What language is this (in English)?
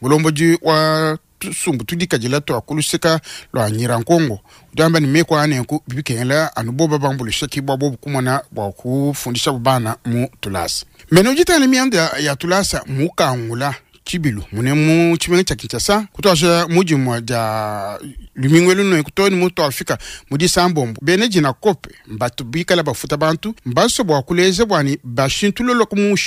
Luba-Lulua